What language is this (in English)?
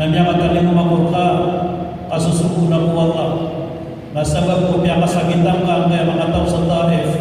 Maranao